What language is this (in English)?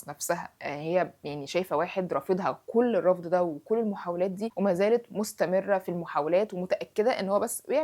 Egyptian Arabic